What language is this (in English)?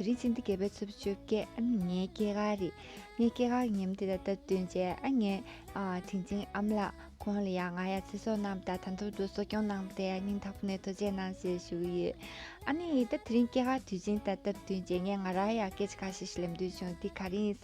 Tibetan